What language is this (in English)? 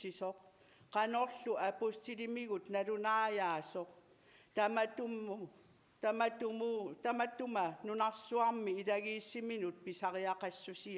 Kalaallisut